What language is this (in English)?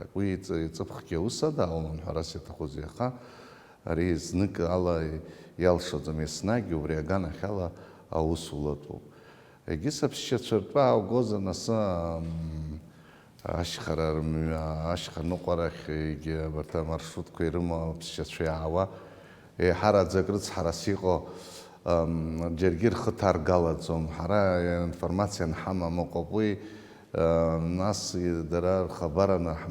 Abkhazian